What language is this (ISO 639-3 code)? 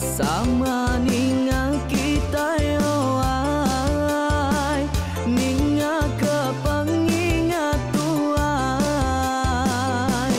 iba